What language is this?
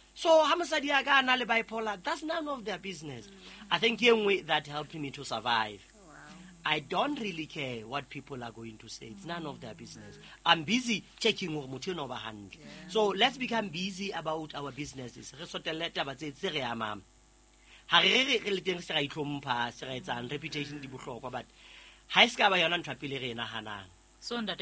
Southern Sotho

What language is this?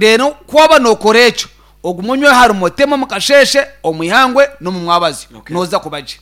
Nyankole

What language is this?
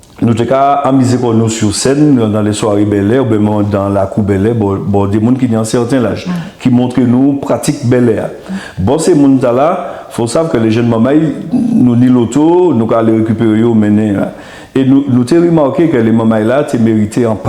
Guadeloupean Creole French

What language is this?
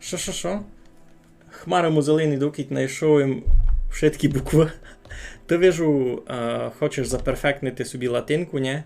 Rusyn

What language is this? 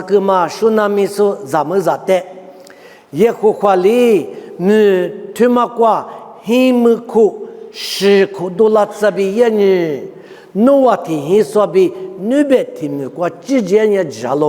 Lisu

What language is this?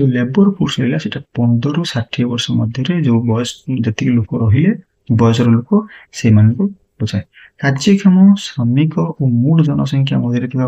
Odia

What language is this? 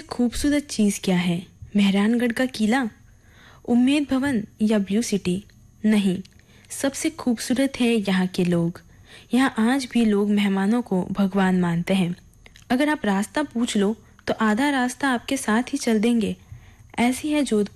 Hindi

